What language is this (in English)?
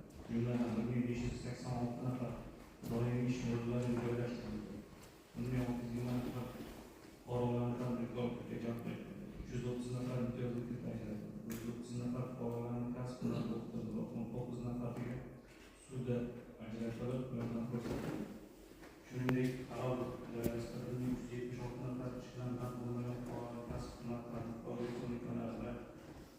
Uzbek